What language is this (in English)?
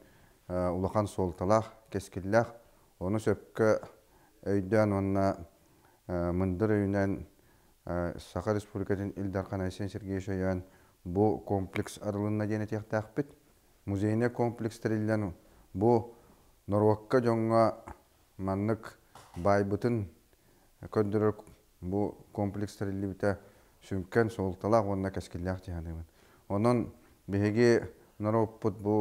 Yakut